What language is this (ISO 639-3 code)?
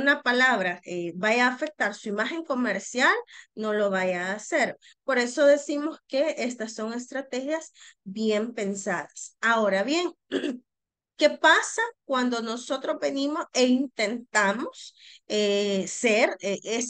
spa